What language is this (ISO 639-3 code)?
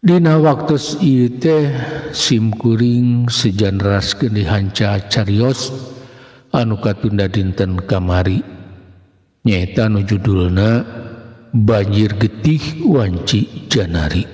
sun